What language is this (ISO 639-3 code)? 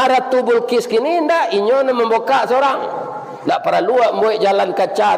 min